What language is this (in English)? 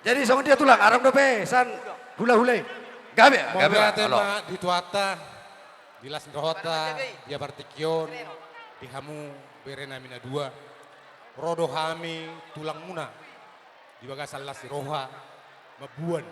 Batak Toba